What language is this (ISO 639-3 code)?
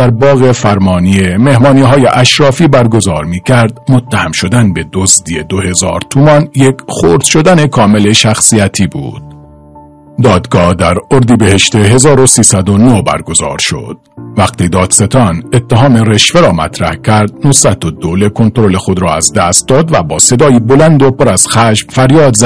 fas